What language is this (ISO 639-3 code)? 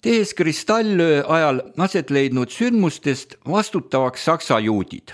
est